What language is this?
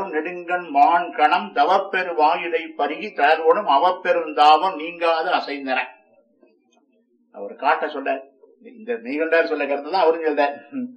Tamil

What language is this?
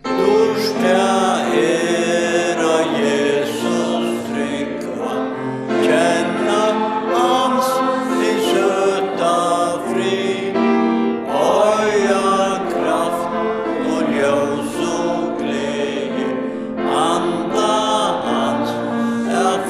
Faroese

